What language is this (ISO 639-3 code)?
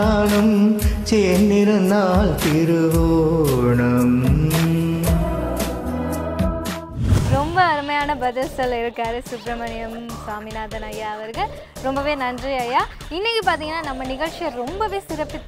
tam